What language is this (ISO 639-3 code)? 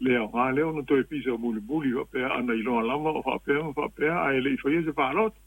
smo